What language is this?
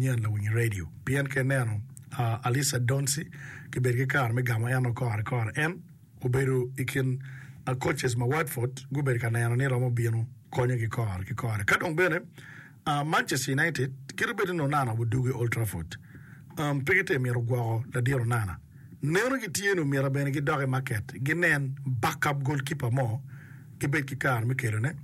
Acoli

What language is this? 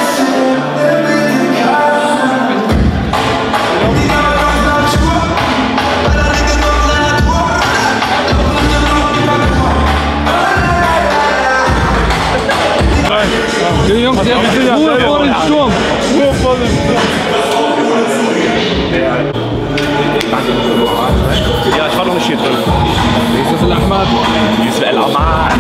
German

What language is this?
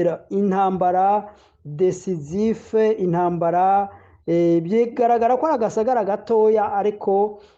Rundi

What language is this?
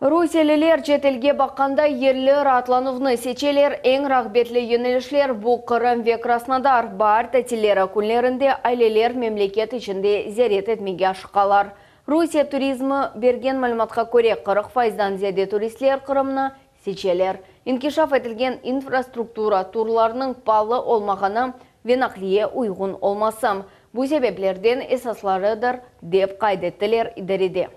Crimean Tatar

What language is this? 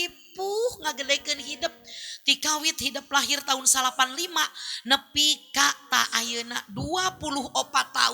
Sundanese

